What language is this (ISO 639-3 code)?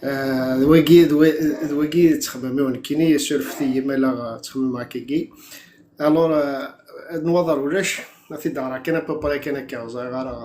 kab